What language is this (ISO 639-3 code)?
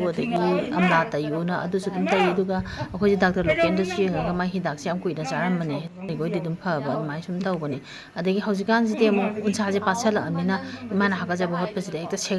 mni